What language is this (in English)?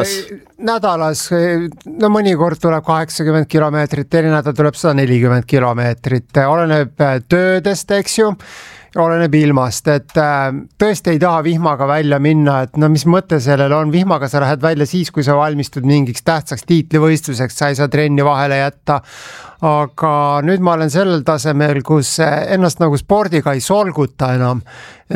Estonian